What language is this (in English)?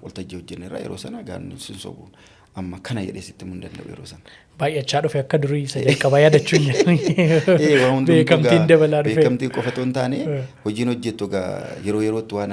Oromo